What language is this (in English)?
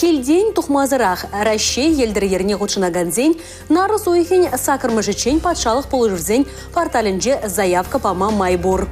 Chuvash